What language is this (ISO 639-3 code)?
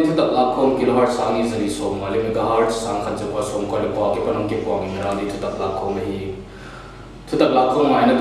pck